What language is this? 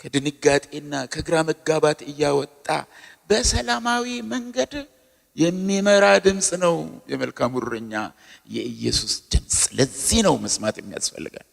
Amharic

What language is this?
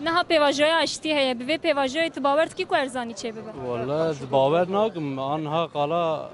Kurdish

